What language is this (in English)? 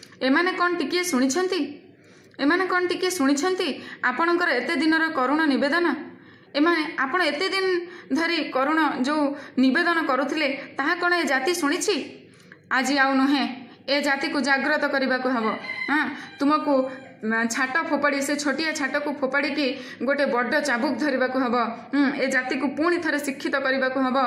Odia